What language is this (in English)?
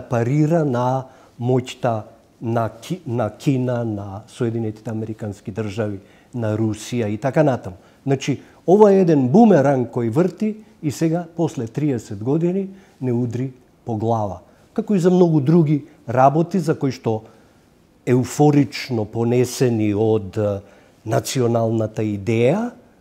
Macedonian